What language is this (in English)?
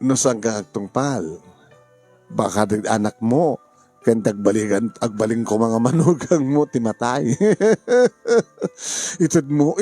Iloko